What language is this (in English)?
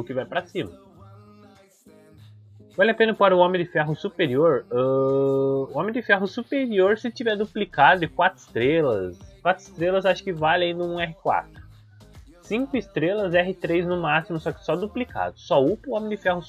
Portuguese